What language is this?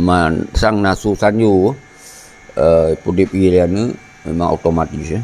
Achinese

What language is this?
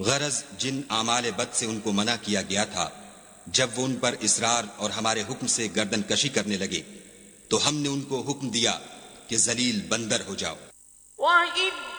Urdu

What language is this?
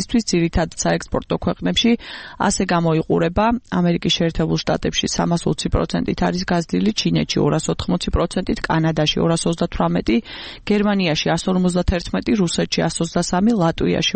Georgian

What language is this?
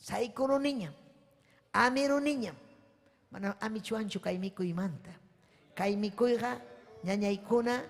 Ayacucho Quechua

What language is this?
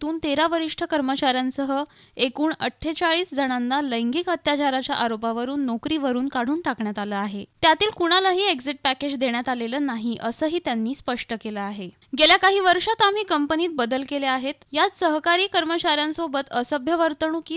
Marathi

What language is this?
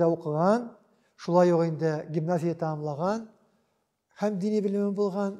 Tatar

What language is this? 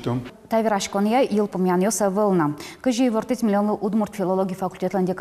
Udmurt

